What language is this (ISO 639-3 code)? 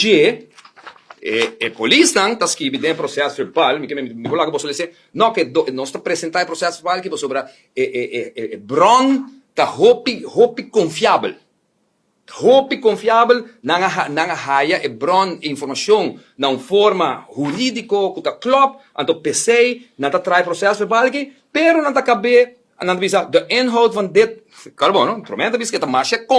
pap